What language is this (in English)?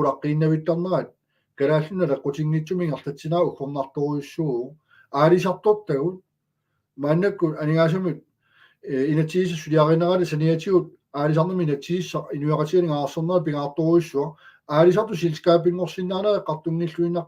Kalaallisut